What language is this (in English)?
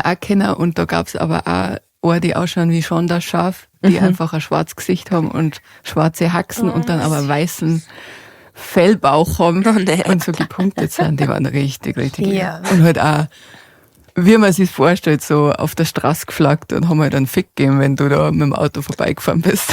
Bavarian